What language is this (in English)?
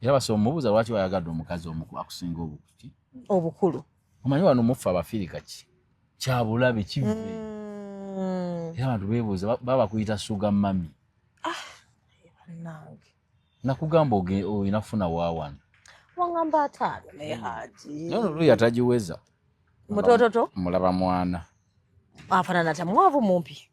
Ganda